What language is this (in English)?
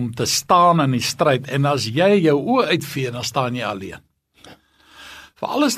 Afrikaans